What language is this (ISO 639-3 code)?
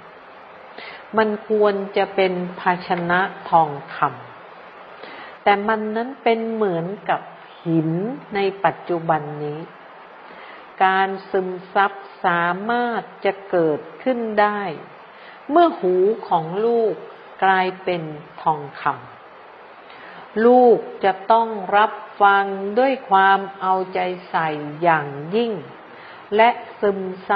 tha